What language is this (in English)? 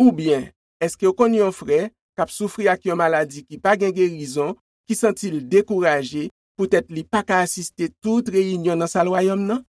Haitian Creole